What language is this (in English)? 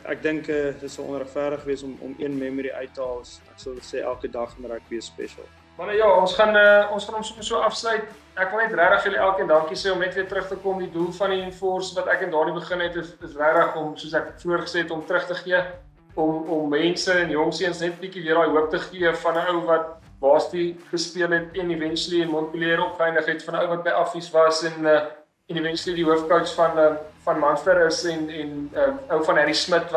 Afrikaans